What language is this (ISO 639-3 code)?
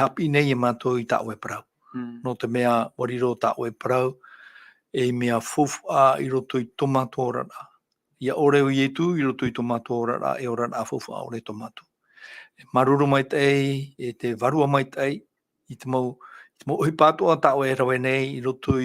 tah